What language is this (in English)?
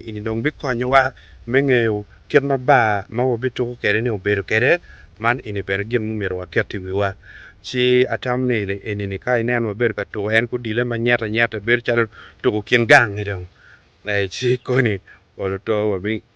Acoli